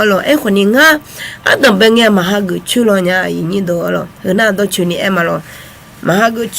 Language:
Akha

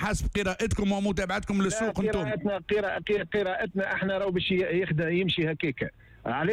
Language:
Tunisian Arabic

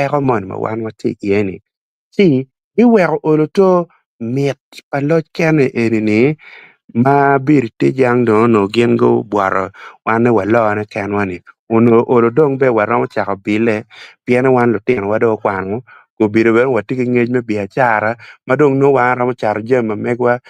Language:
Acoli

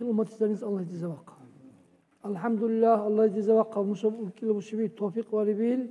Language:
Dargwa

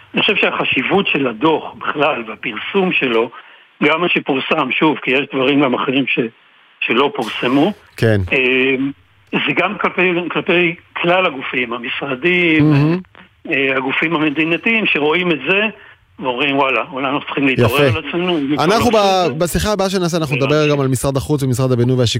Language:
Hebrew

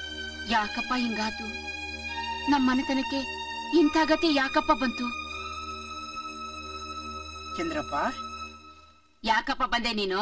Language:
Kannada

